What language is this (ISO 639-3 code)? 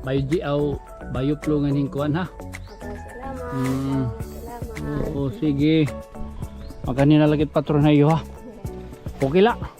war